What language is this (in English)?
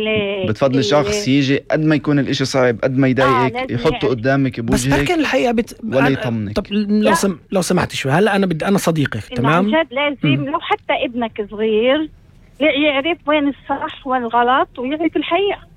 North Levantine Arabic